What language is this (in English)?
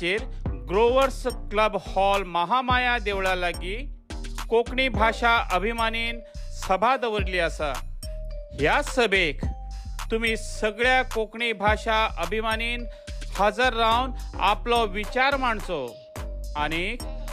Konkani